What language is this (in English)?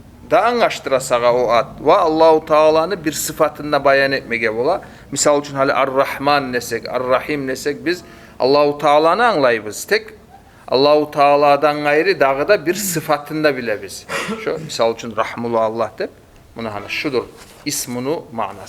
Kumyk